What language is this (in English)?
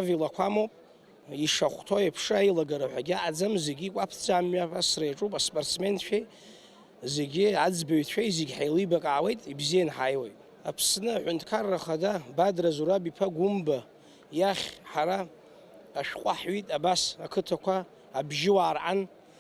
Abkhazian